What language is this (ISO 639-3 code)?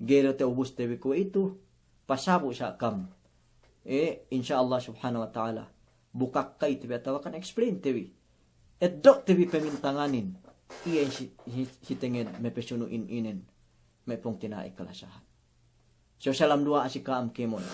yka